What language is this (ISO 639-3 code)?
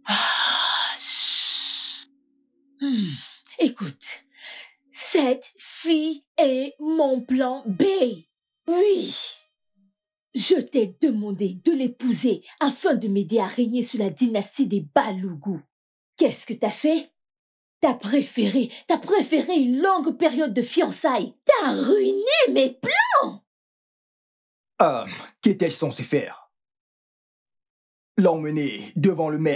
fra